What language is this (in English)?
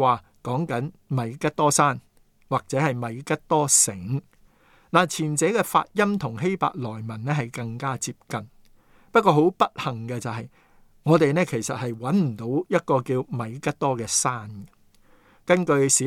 Cantonese